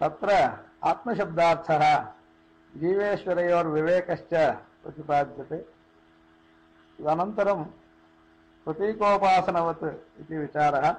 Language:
Sanskrit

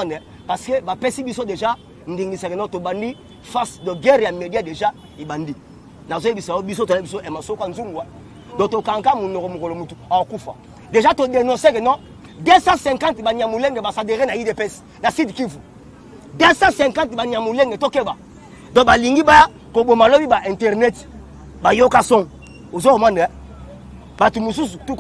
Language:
Lingala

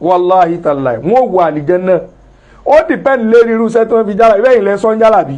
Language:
Yoruba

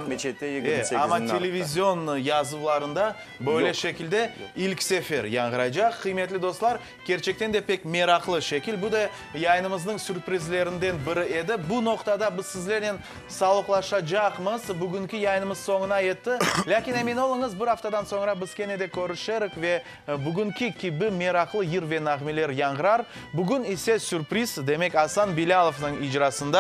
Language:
Crimean Tatar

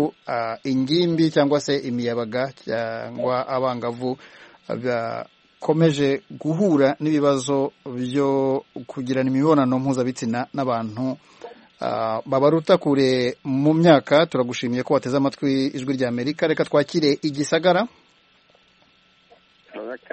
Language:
Kinyarwanda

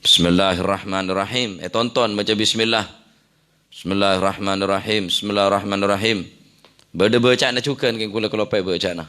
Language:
Madurese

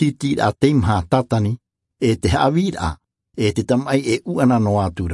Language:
Tahitian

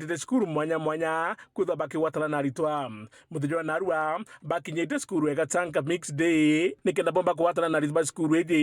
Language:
Meru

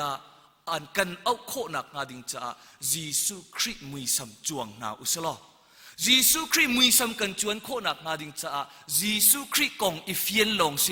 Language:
Hakha Chin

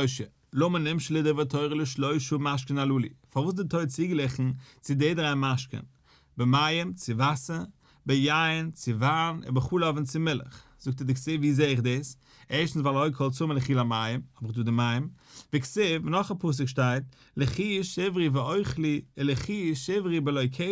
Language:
Yiddish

